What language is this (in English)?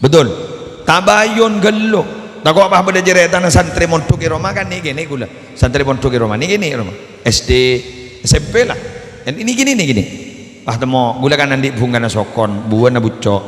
Madurese